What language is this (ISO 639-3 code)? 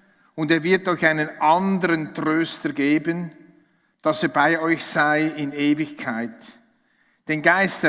gsw